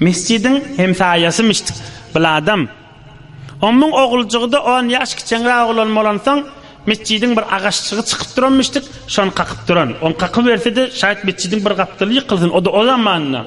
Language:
Turkmen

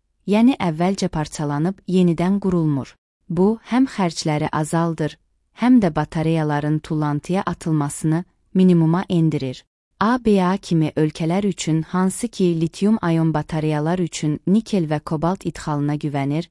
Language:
Azerbaijani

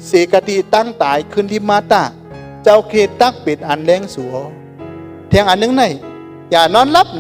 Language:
Shan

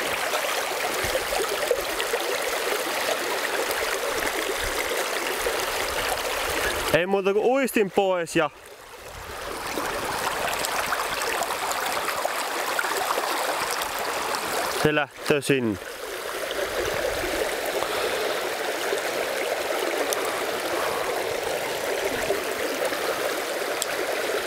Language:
Finnish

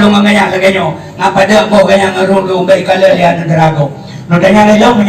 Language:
Achinese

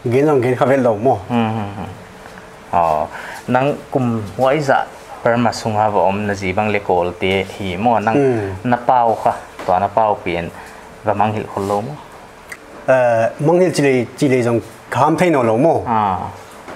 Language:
Paite Chin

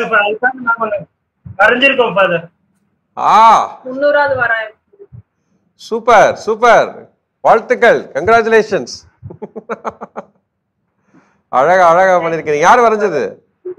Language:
Tamil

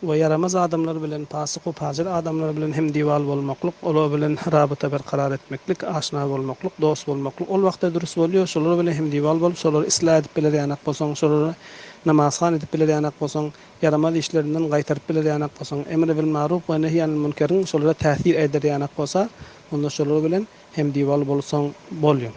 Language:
Turkmen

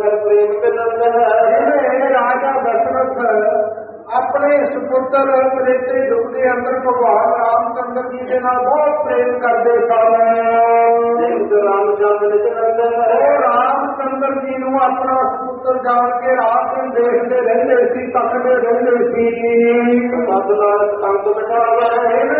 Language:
Punjabi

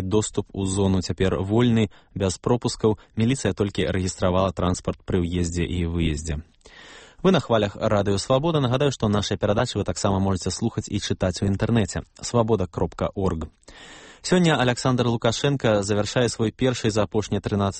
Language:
Belarusian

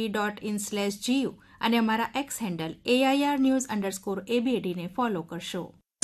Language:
Gujarati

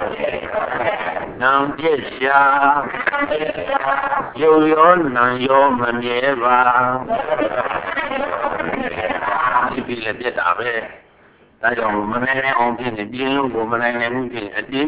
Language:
Burmese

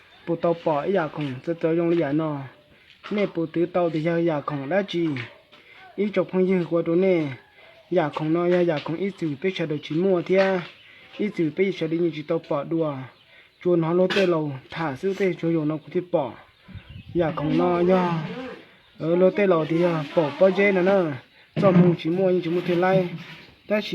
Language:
Hmong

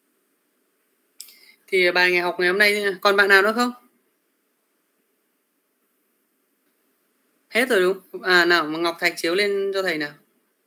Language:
Vietnamese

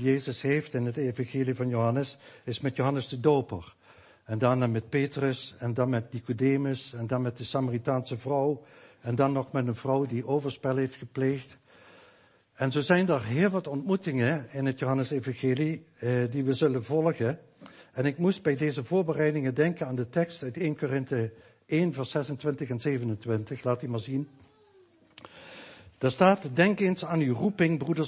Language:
Dutch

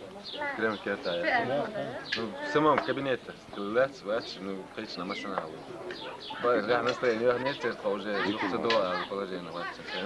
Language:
Chechen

